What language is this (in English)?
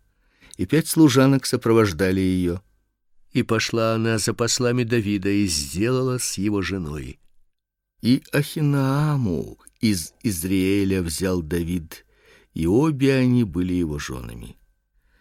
Russian